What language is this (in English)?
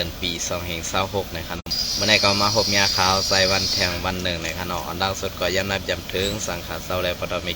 Shan